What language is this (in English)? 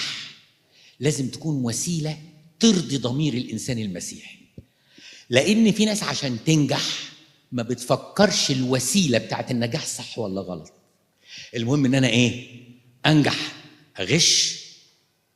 Egyptian Arabic